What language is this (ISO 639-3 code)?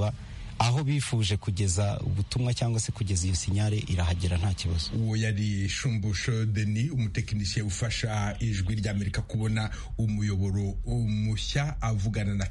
kin